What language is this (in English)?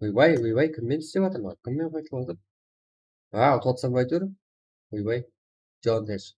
Kara-Kalpak